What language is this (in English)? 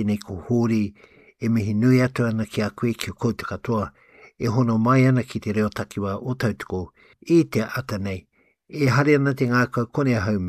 Māori